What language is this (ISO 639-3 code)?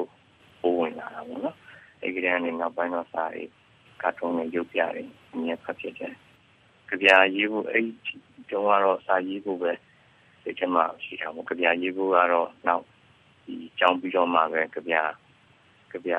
mya